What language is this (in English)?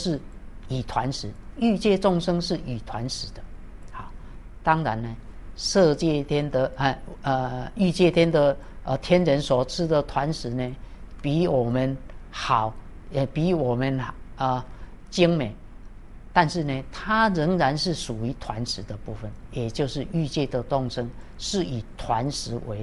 Chinese